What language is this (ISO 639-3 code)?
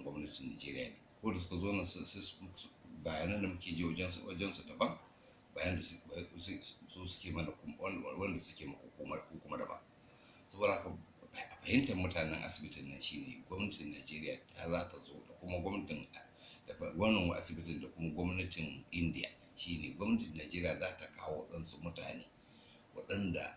hau